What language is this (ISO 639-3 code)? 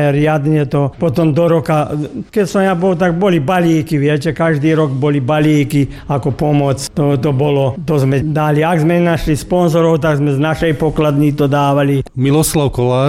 slk